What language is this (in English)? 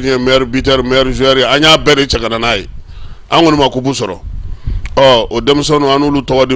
Bambara